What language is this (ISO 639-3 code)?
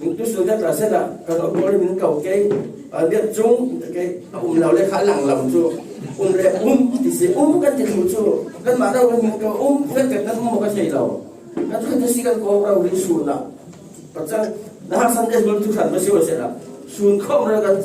cfm